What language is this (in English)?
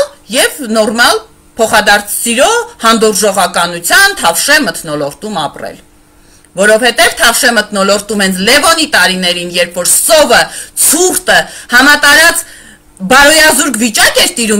Armenian